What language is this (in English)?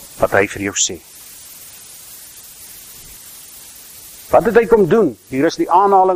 Afrikaans